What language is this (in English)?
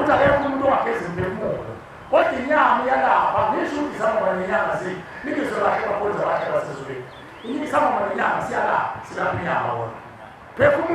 Zulu